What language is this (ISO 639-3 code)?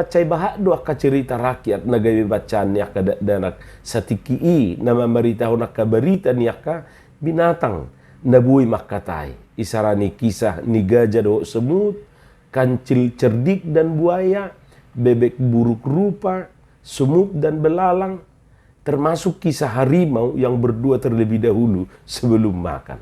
bbc